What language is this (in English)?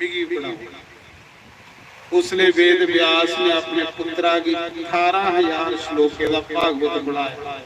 Dogri